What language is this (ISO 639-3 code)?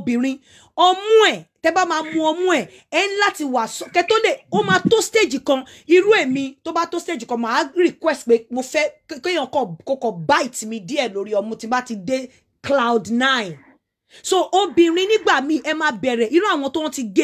yor